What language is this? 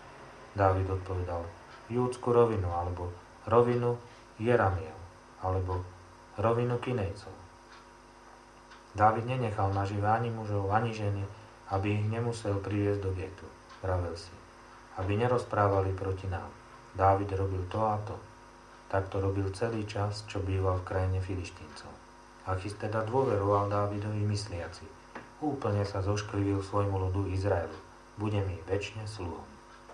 Slovak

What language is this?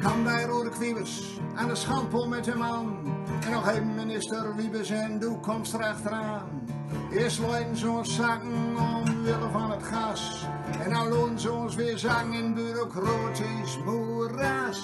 Gronings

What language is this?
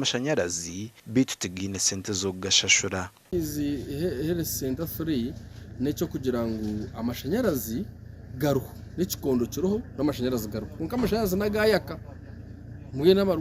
Nyankole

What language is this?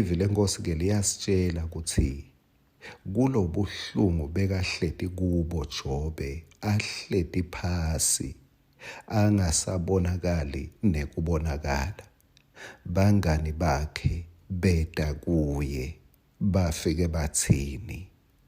Swati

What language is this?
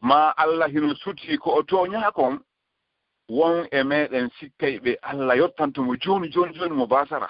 Fula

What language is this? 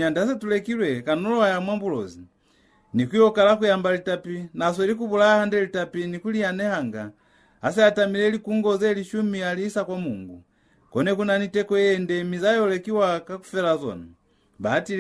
Lozi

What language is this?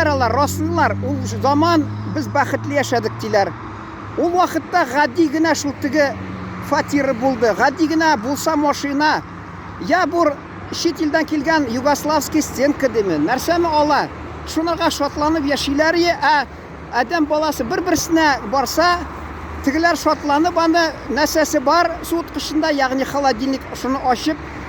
Tatar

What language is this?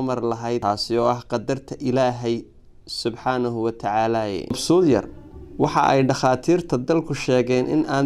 Somali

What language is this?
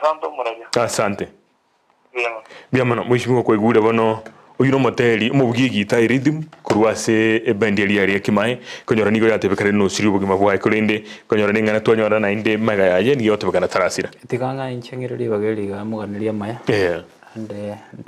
Gusii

